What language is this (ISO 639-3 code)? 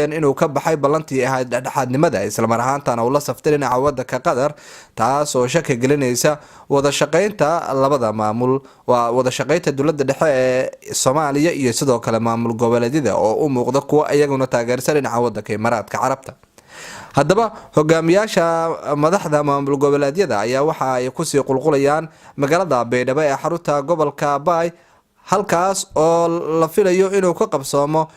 som